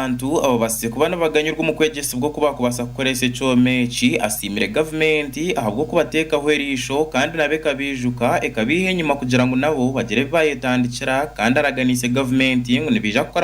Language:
Nyankole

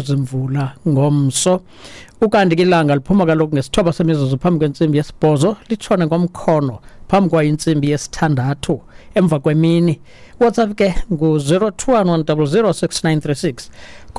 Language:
Xhosa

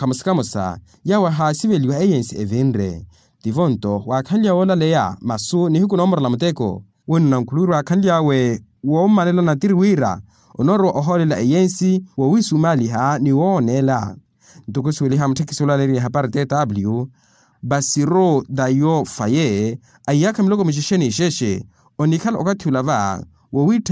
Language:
Makhuwa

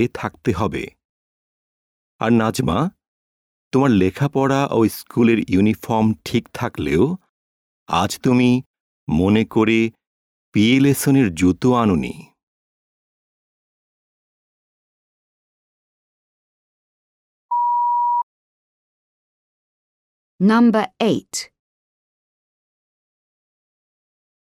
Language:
Bangla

